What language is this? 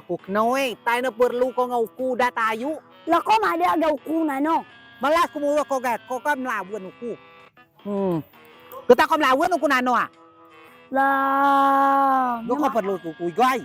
Rejang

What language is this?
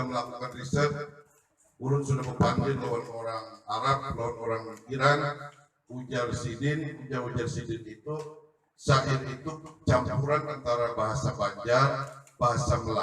Banjar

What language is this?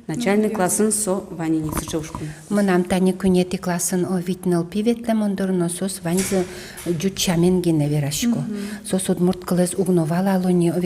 Udmurt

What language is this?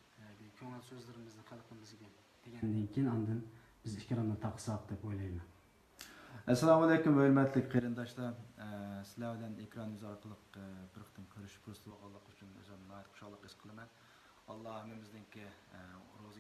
Uyghur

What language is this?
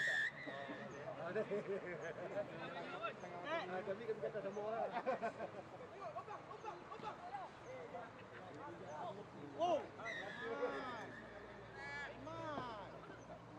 Malay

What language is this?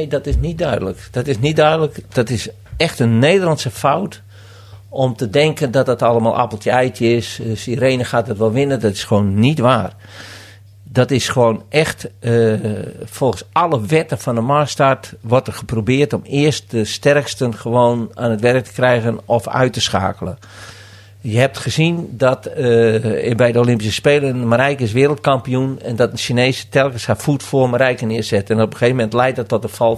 Dutch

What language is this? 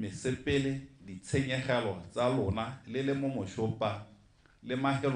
Tswana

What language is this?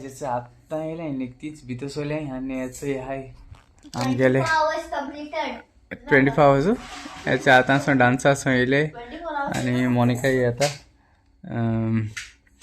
Konkani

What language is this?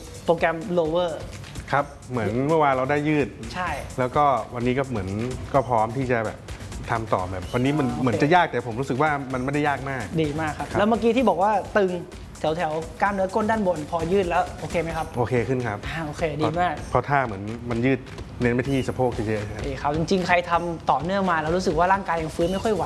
Thai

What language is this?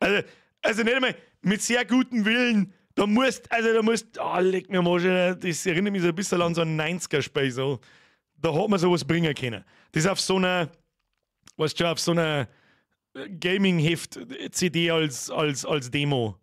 Bavarian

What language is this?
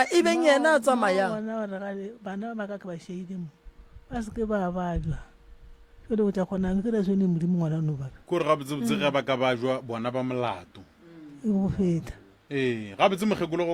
Northern Sotho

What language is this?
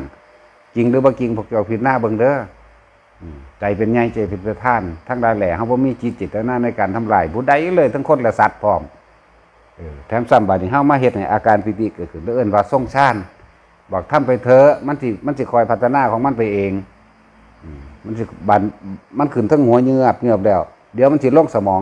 Northeastern Thai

